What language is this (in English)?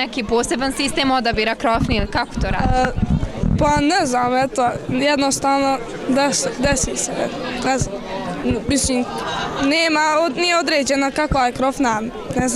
Bosnian